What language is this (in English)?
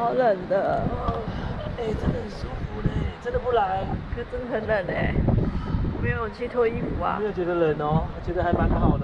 Chinese